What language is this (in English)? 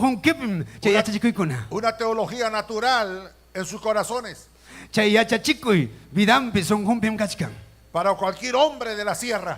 Ayacucho Quechua